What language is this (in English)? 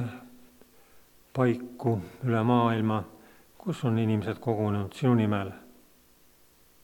Estonian